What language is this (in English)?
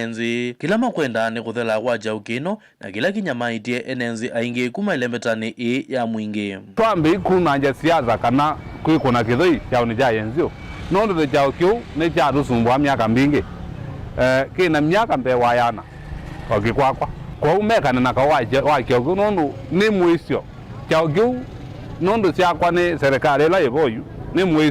Kamba